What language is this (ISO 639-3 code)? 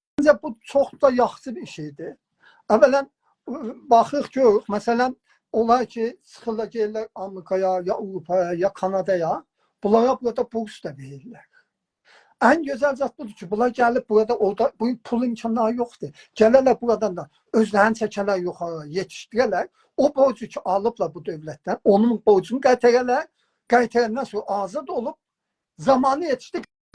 azb